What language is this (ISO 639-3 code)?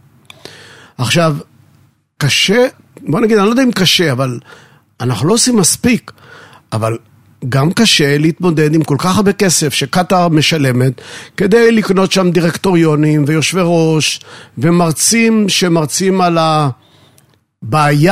heb